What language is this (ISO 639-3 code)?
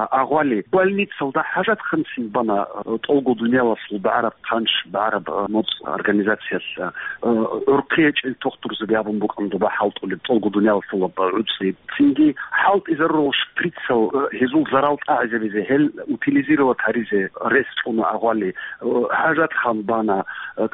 ava